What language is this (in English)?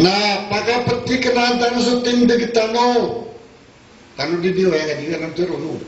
Maranao